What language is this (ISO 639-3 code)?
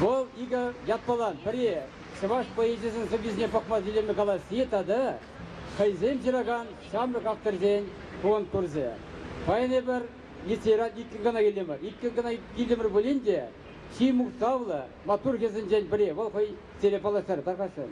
chv